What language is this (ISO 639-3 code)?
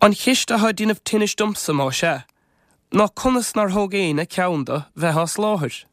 gle